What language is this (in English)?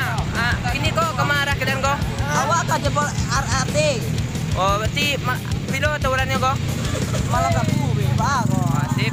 Minangkabau